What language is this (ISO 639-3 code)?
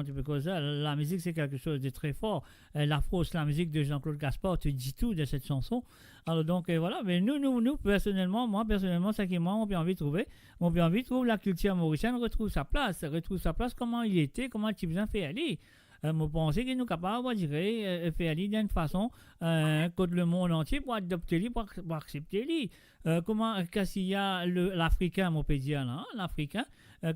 mfe